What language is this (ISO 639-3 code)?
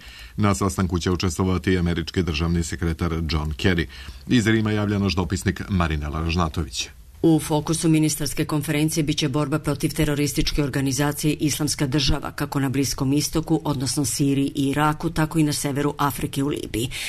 srp